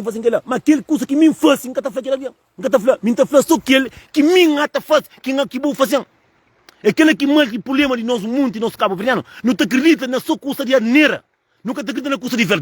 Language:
Kabuverdianu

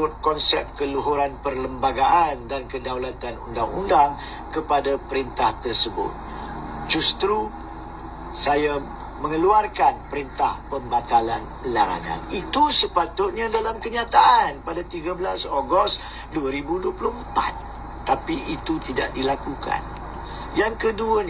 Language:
Malay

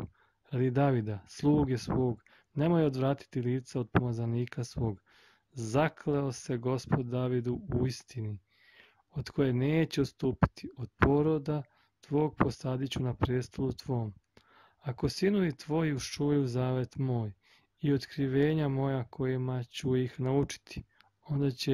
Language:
Serbian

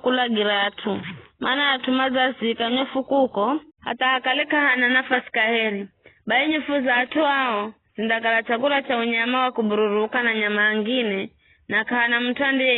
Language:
Giryama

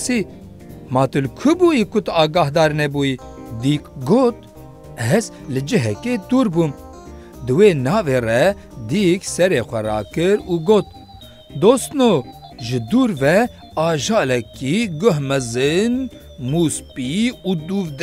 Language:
Kurdish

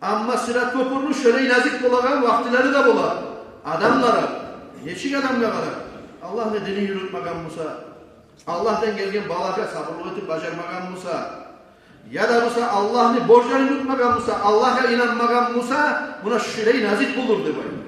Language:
Kumyk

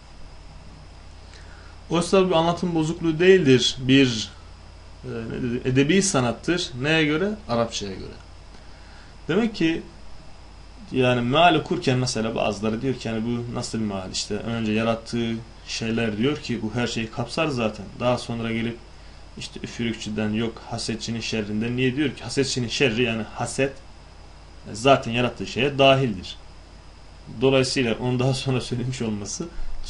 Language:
Turkish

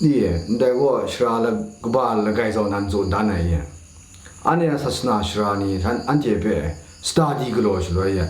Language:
Kachin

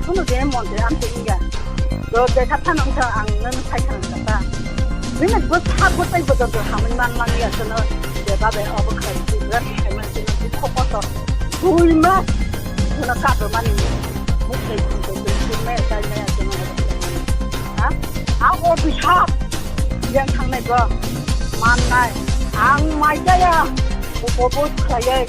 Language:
Kok Borok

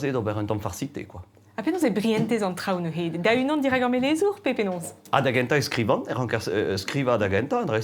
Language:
Breton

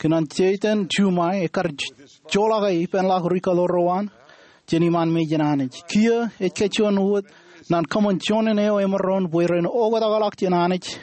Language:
Marshallese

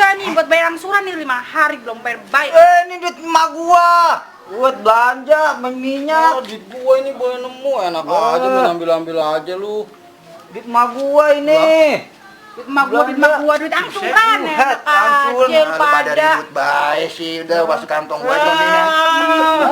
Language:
Betawi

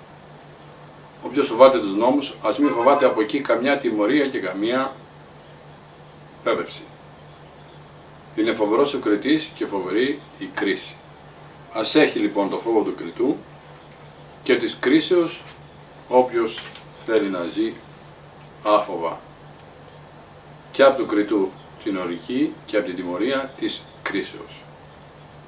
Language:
Greek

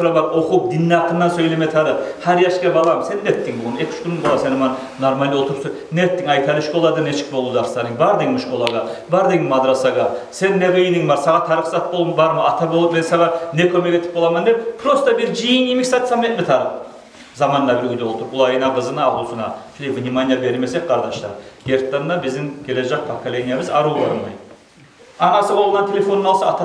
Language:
Kumyk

